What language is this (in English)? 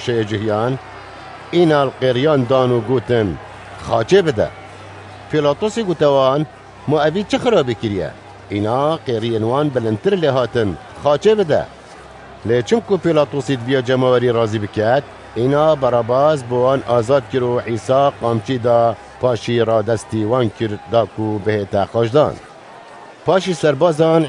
Kurdish